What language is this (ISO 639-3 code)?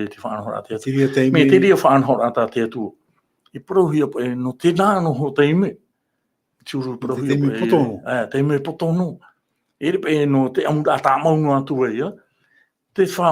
tah